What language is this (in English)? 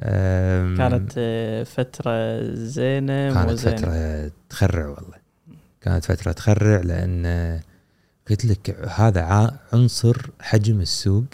Gulf Arabic